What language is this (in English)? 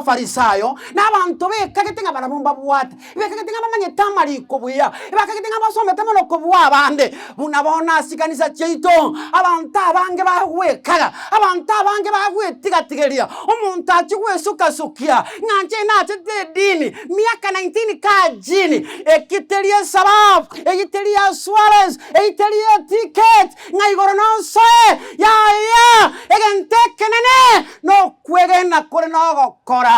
Gusii